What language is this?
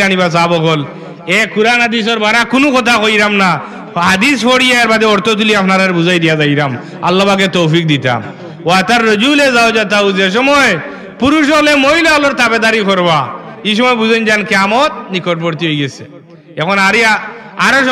Sylheti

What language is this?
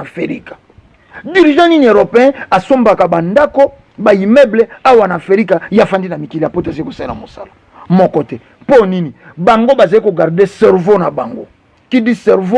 Lingala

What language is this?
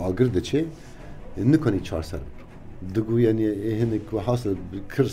Kurdish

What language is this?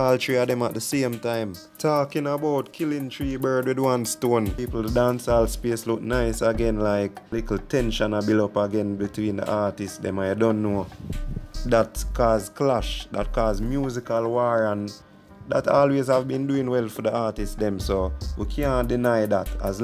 Jamaican Creole English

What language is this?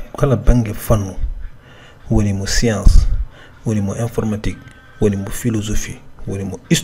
Fula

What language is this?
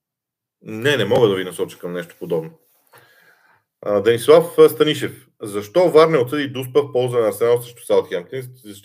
Bulgarian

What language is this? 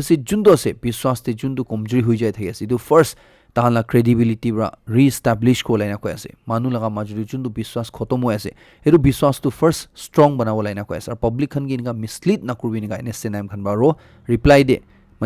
Naga Pidgin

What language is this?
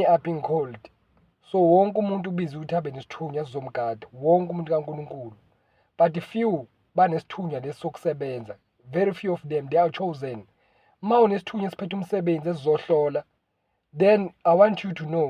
Zulu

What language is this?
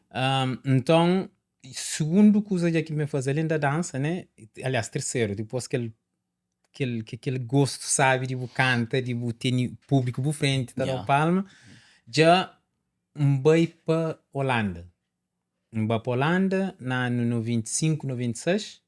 Kabuverdianu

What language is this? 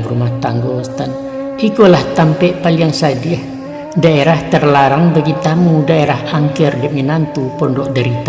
Minangkabau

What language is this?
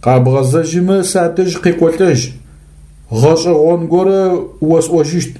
Adyghe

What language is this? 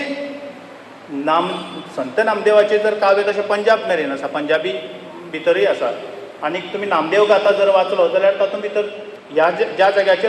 Konkani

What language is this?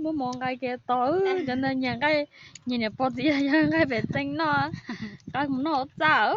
Hmong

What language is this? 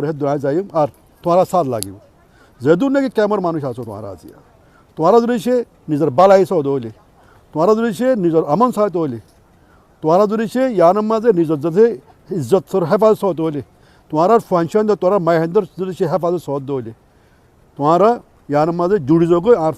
Rohingya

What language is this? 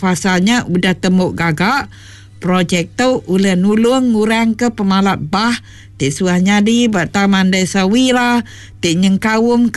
Iban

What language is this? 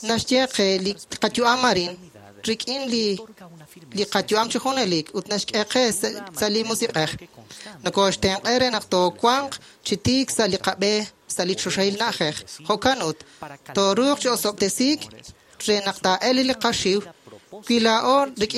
Kekchí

